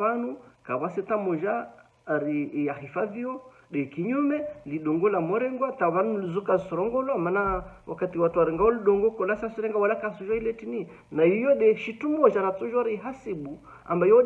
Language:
Ngazidja Comorian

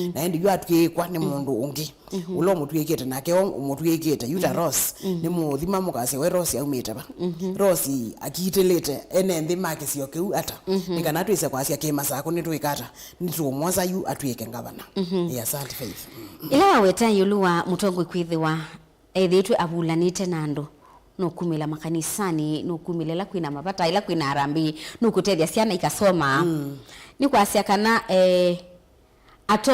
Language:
Kamba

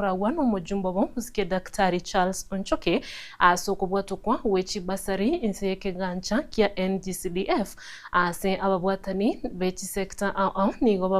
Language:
Gusii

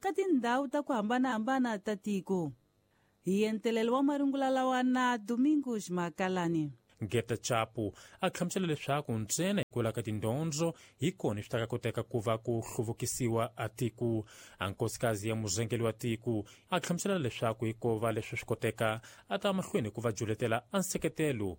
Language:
Tsonga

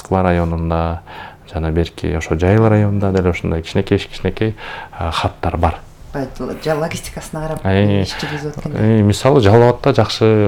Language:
Kyrgyz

